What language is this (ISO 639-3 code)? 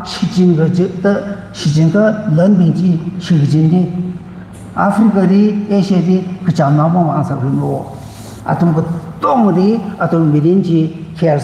nmf